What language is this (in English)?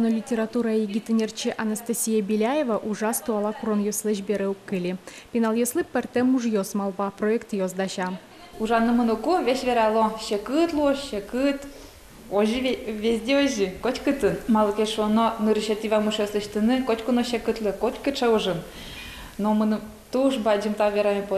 Udmurt